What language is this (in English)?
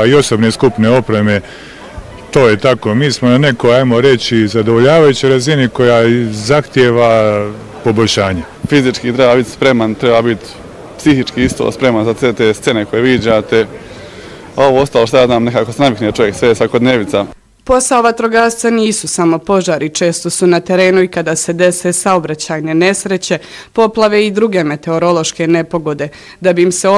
Bosnian